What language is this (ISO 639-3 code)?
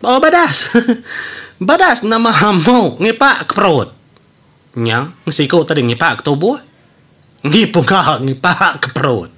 iba